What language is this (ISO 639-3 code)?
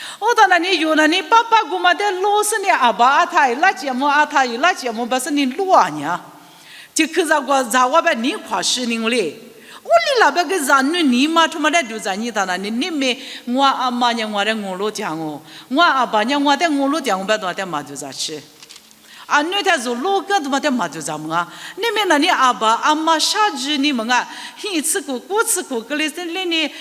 lis